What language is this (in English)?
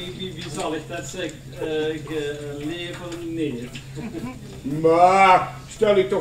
Limburgish